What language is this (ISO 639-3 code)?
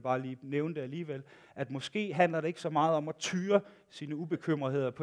dan